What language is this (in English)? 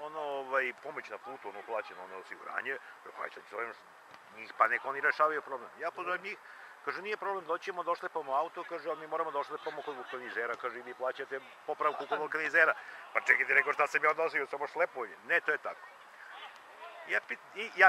Serbian